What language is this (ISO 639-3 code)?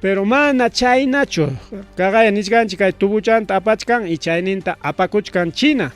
quy